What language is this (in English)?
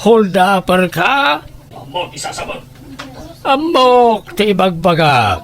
Iloko